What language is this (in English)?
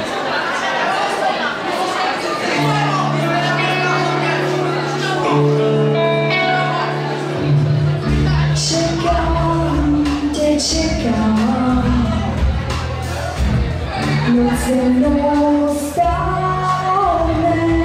Czech